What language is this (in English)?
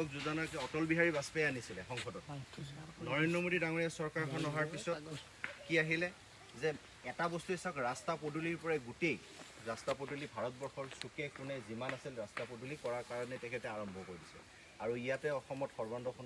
Assamese